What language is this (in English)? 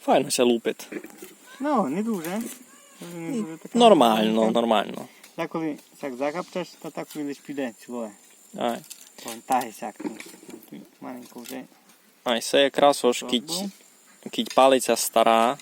Rusyn